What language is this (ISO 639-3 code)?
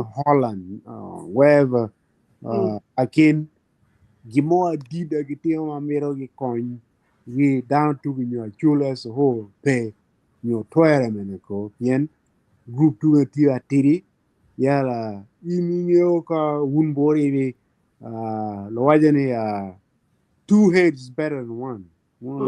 ach